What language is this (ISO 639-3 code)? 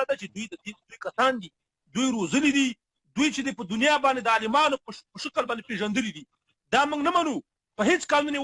pus